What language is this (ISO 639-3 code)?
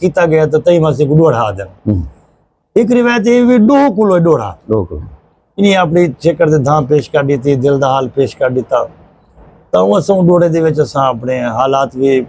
skr